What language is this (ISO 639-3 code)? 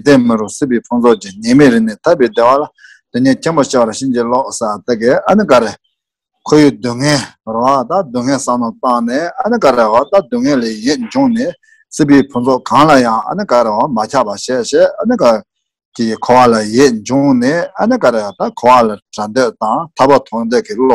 bod